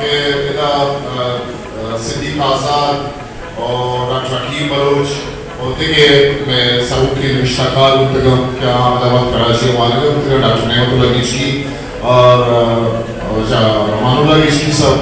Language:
Eastern Balochi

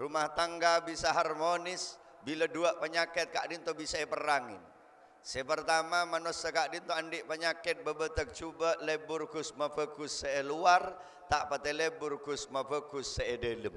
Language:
Madurese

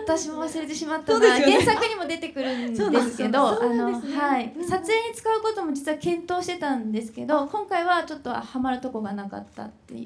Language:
Japanese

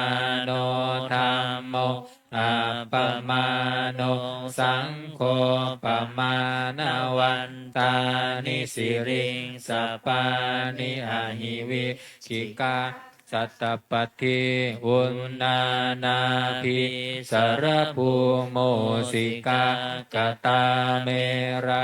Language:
Pali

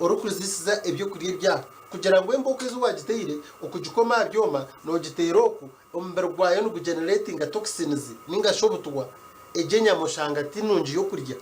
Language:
Nyankole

